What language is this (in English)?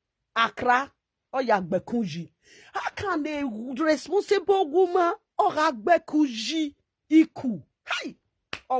Nigerian Pidgin